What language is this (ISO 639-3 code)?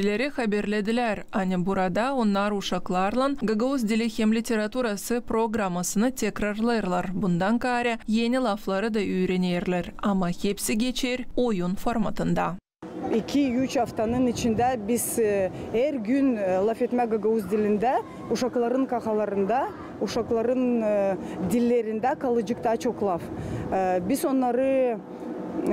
gag